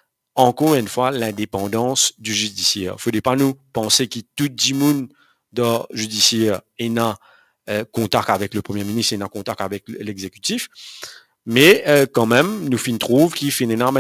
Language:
Morisyen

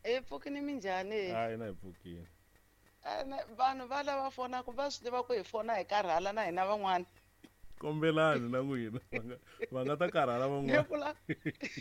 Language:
Tsonga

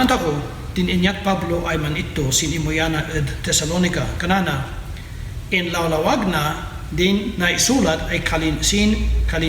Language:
Kankanaey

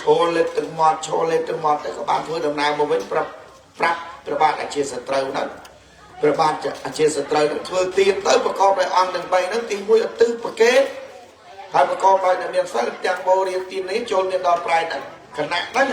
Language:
Khmer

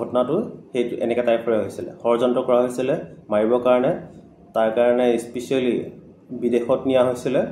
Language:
Assamese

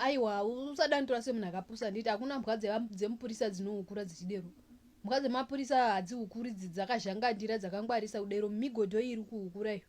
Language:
Shona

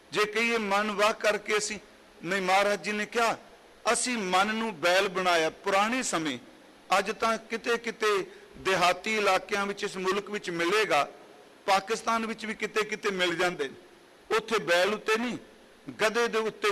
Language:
Punjabi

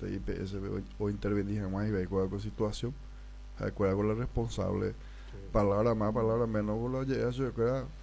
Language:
Guarani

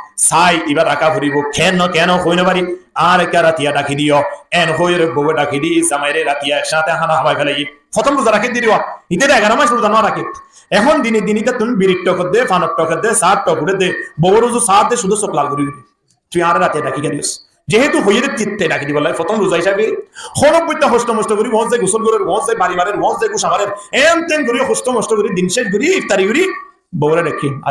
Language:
Rohingya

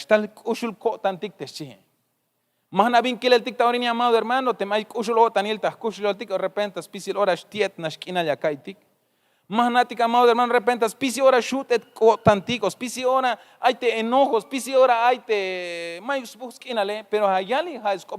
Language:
Tzeltal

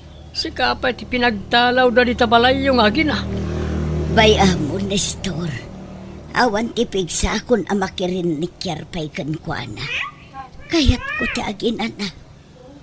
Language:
Iloko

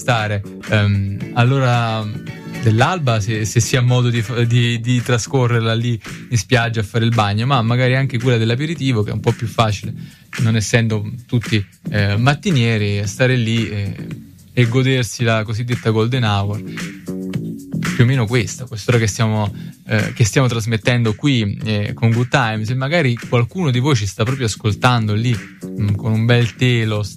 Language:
Italian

